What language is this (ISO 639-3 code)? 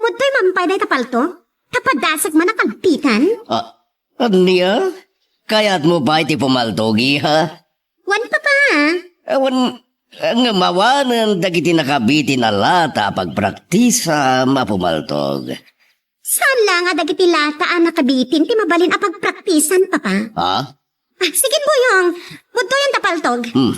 ilo